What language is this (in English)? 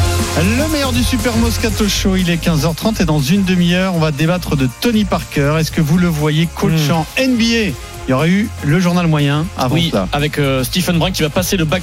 French